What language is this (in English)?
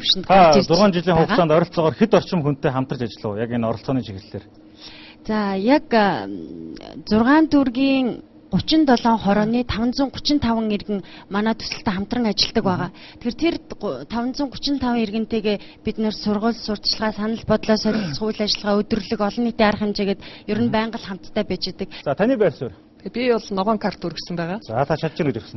Mongolian